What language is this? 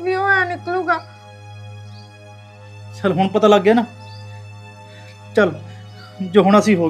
Punjabi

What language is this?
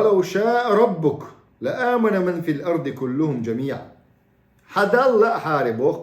Chechen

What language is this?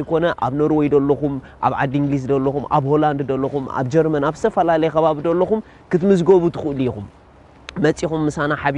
Tigrinya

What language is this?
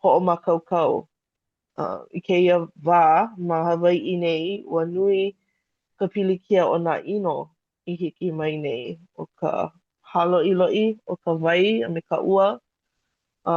Hawaiian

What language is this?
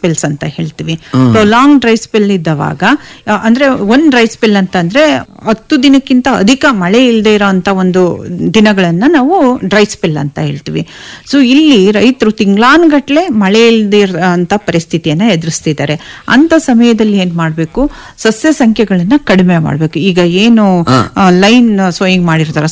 Kannada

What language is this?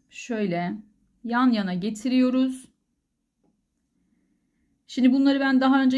Turkish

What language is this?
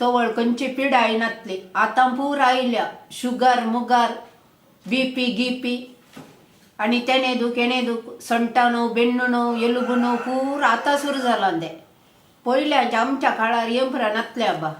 Konkani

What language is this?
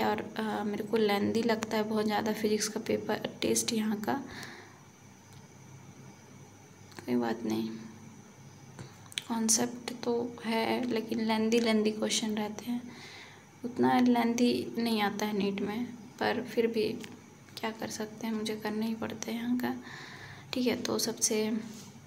Hindi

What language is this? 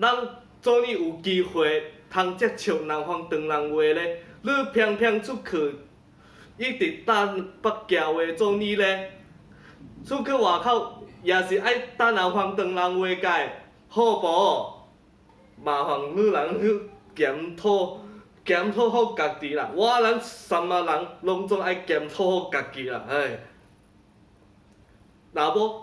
Min Nan Chinese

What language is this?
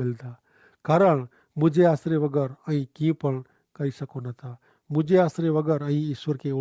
Kachhi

